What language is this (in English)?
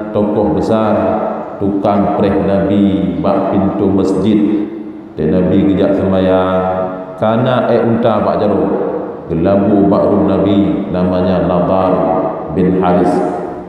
Achinese